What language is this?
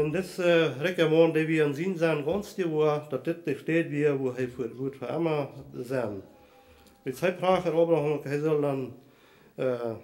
Plautdietsch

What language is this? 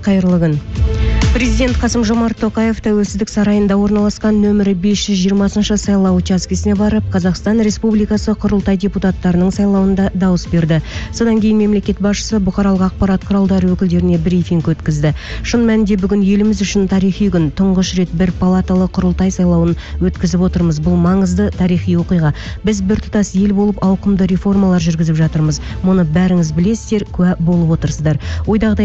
Kazakh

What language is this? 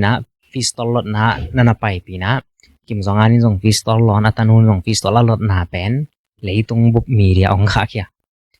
Tedim Chin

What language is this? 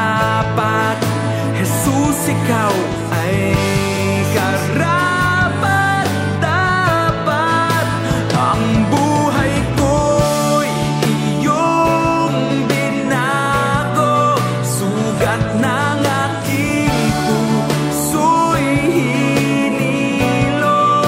Filipino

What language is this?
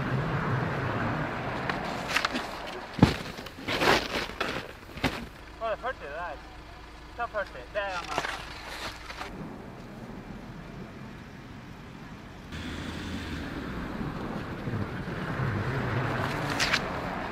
Norwegian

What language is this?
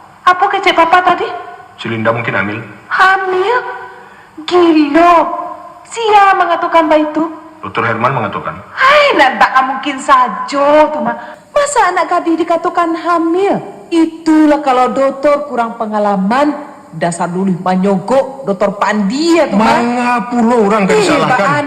Minangkabau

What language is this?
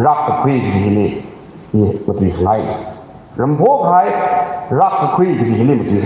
Tangkhul Naga (India)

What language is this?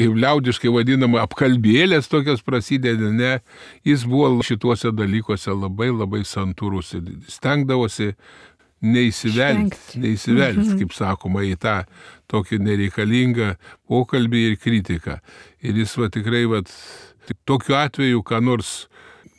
Lithuanian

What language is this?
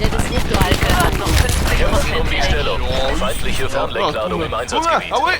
Bavarian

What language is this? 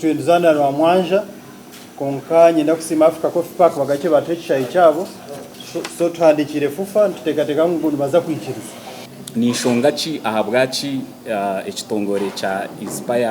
Nyankole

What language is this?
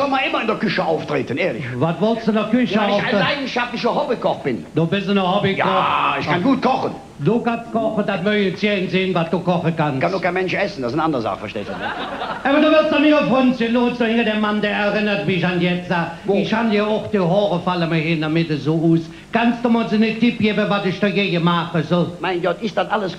Colognian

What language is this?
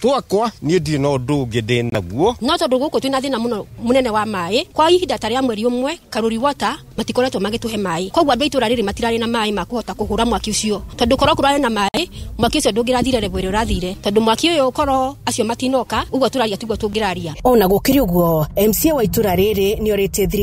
Kikuyu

